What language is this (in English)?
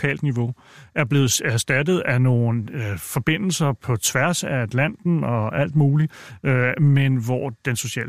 Danish